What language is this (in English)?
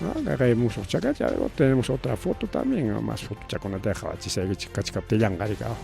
Ayacucho Quechua